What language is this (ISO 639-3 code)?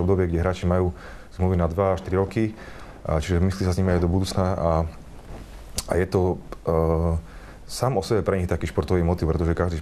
slk